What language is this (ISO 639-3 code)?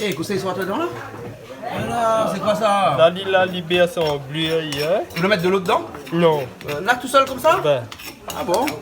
rcf